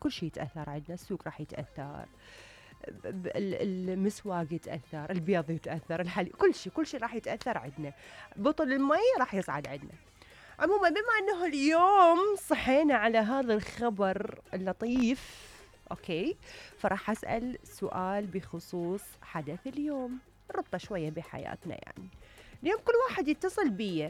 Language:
Mesopotamian Arabic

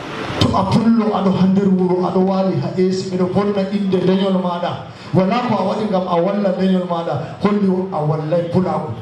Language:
Fula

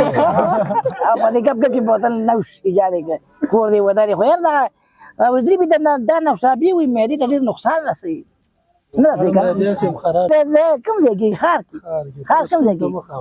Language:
Pashto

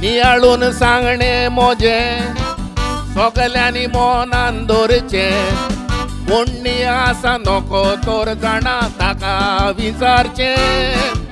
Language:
Konkani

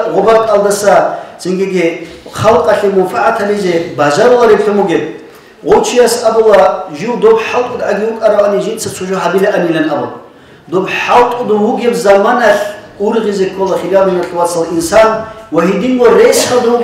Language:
Avaric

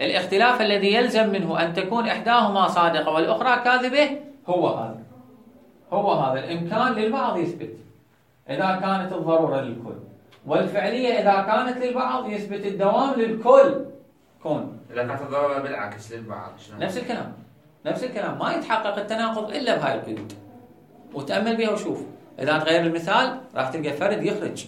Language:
Mesopotamian Arabic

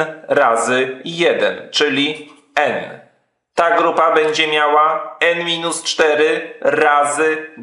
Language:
Polish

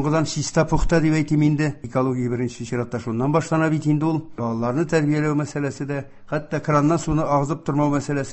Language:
Tatar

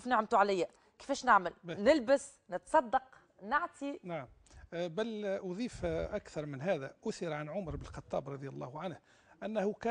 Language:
Tunisian Arabic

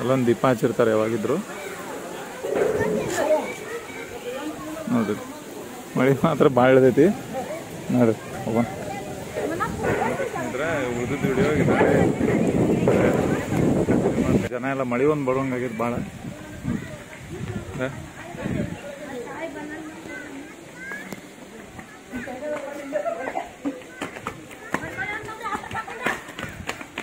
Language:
Kannada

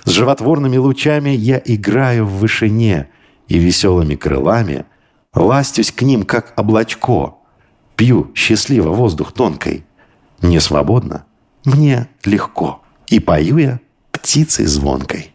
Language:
Russian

